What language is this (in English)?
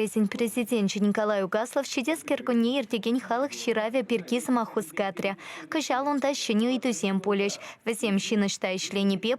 Chuvash